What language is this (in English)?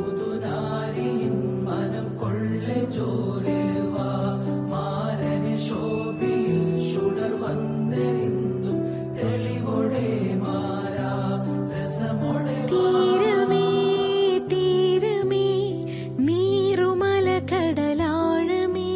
Malayalam